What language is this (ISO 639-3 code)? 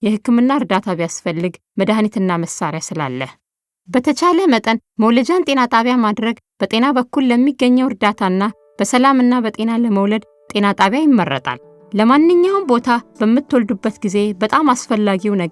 amh